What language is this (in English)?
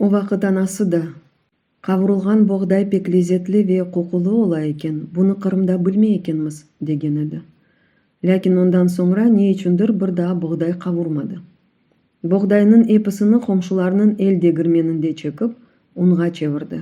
Crimean Tatar